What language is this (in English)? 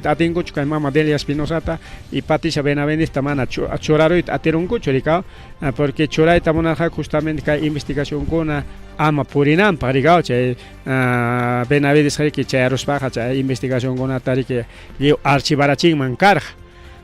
Ayacucho Quechua